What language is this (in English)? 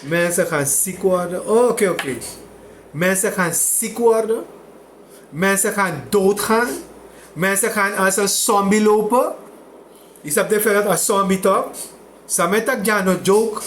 Sranan Tongo